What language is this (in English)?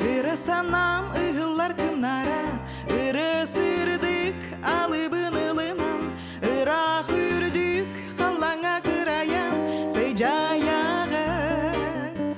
Yakut